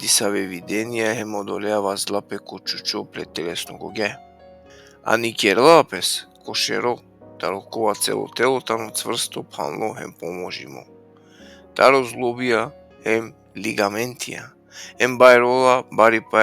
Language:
Balkan Romani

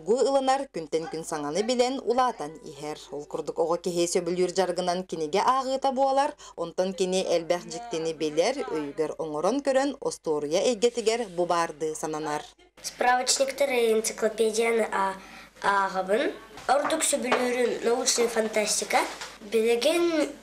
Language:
Yakut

